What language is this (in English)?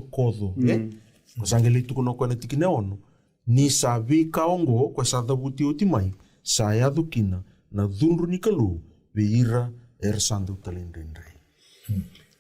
Fijian